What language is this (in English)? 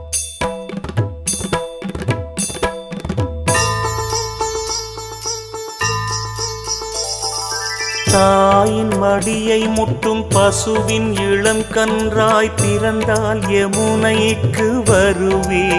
Tamil